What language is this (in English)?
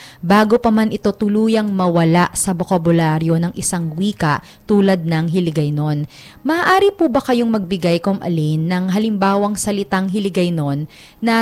Filipino